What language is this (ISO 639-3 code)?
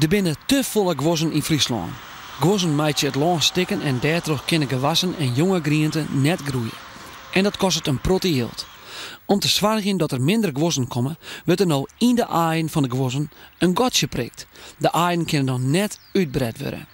fry